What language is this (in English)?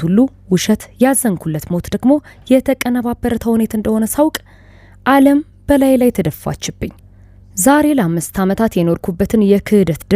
Amharic